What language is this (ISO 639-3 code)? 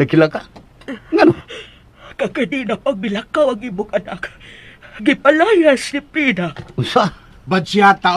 ceb